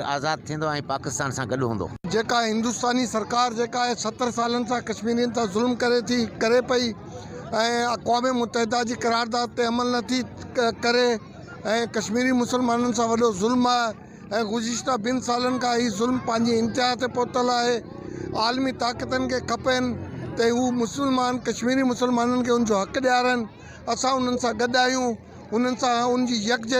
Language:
Sindhi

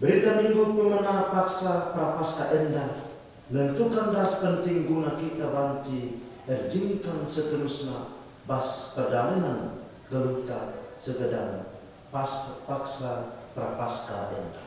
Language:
Batak Karo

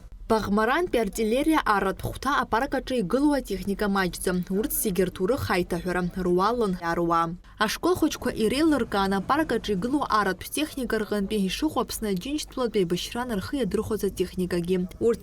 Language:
Abkhazian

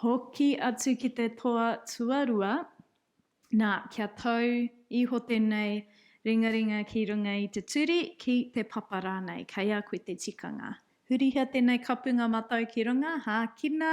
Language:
Māori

